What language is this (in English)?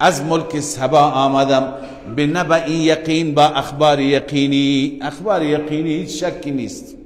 Persian